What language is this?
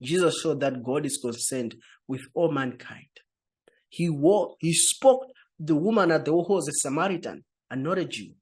English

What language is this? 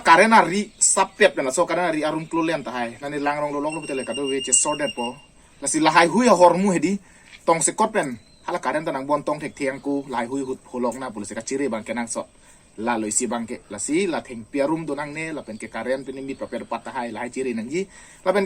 Karbi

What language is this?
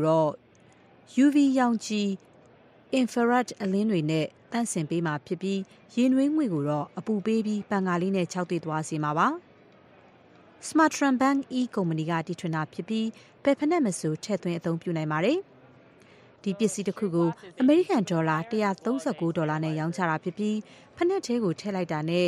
Burmese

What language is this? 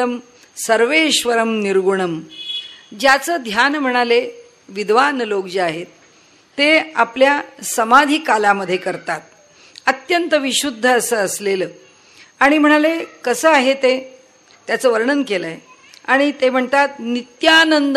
Marathi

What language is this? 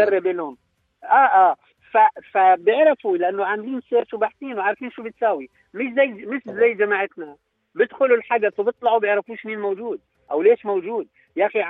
North Levantine Arabic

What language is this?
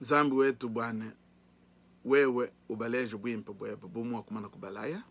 Luba-Lulua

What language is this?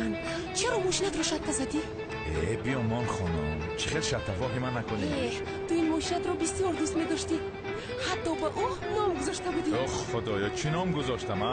Tajik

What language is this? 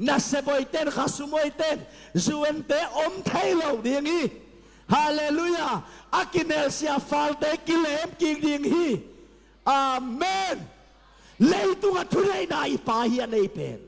Tedim Chin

